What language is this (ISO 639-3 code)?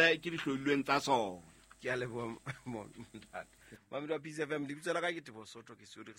sot